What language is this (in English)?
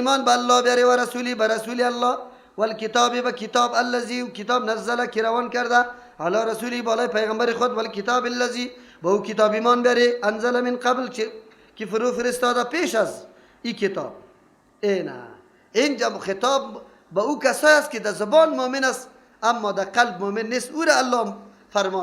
Persian